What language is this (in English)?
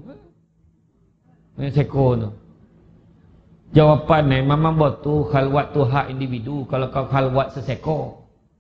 Malay